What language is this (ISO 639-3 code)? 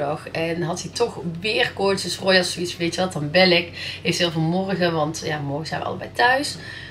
nld